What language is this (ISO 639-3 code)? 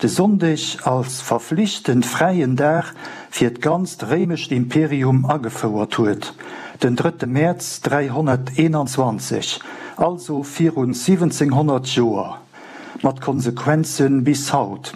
ltz